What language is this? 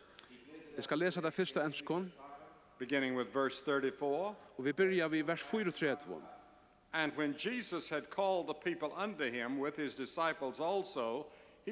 Faroese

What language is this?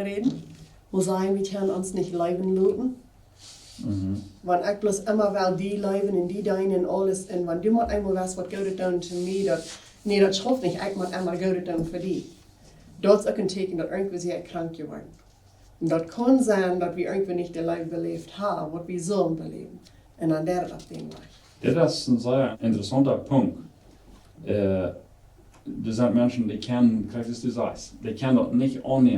Plautdietsch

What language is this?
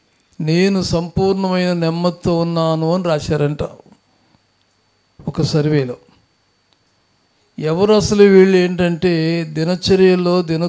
Telugu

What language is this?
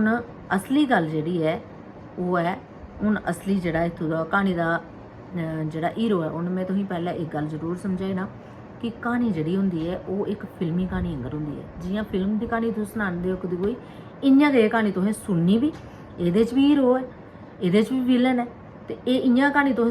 Dogri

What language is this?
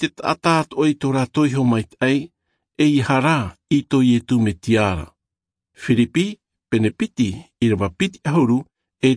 Tahitian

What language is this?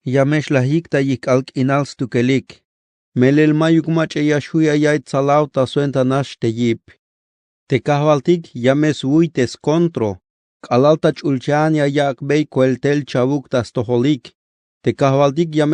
Tzeltal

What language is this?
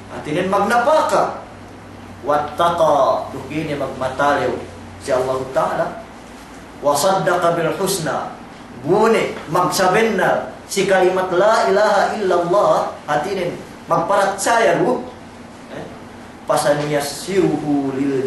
Yakan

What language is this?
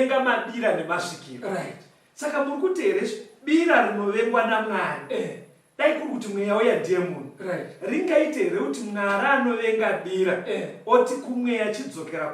Shona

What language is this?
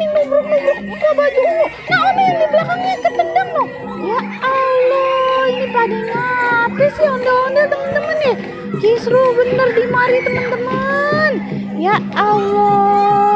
Betawi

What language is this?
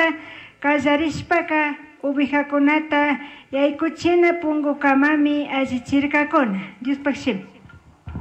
Chimborazo Highland Quichua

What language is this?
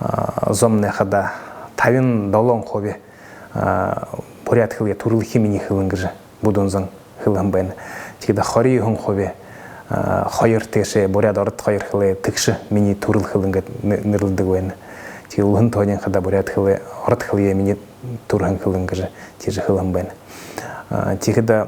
Buriat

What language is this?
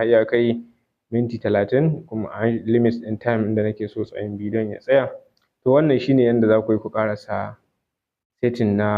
Hausa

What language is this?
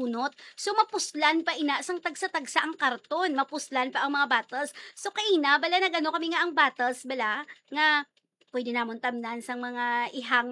Hiligaynon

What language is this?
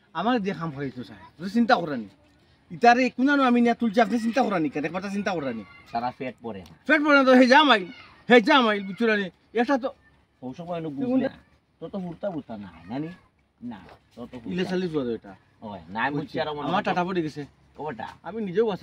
Sylheti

